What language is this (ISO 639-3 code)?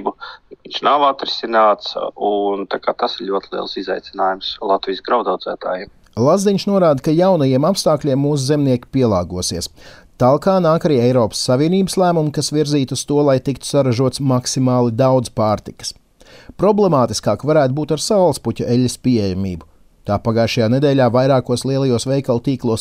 lav